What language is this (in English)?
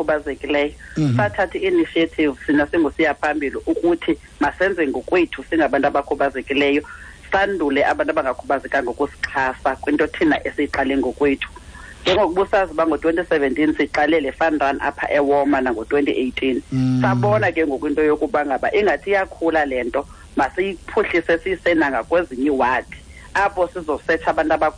Xhosa